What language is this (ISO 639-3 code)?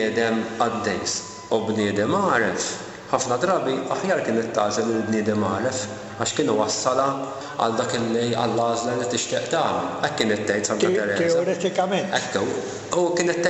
mlt